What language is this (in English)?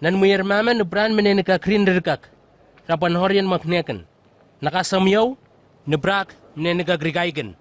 Southwest Tanna